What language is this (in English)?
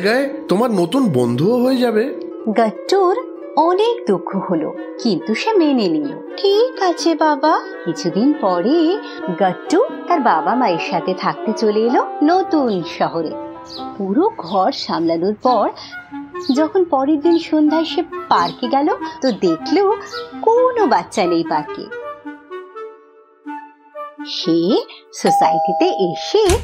Bangla